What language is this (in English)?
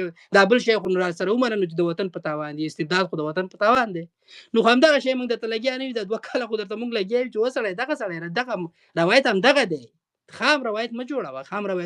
Pashto